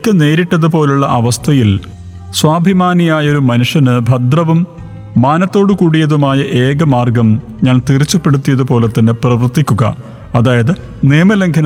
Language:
Malayalam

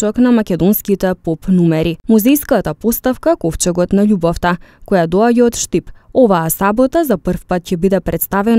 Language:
Macedonian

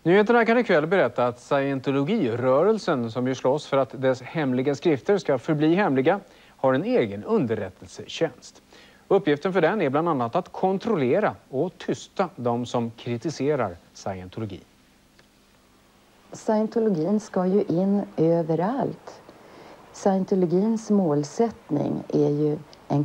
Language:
Swedish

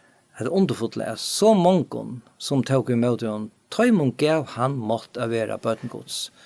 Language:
Faroese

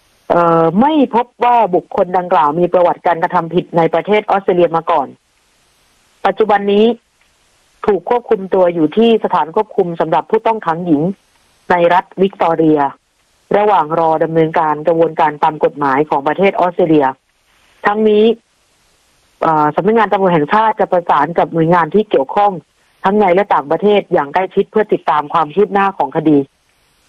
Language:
Thai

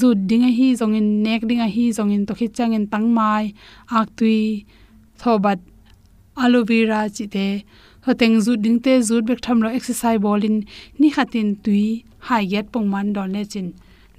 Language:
Tedim Chin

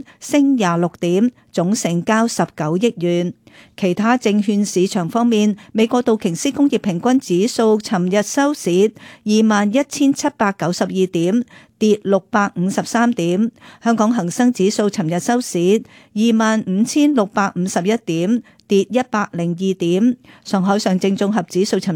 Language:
Cantonese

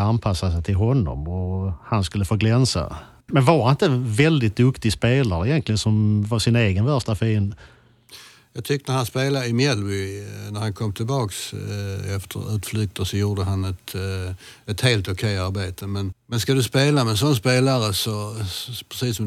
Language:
Swedish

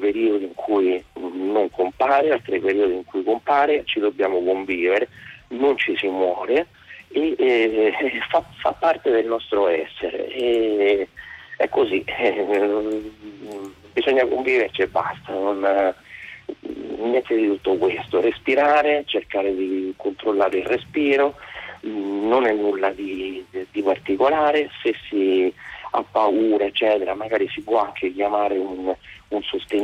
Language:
Italian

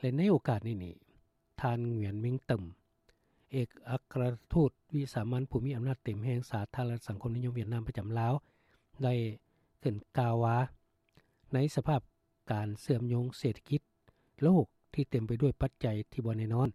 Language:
Lao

